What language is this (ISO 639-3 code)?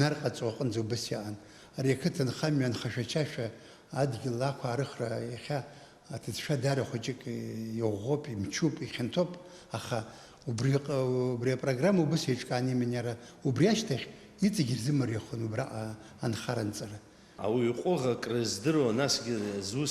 abk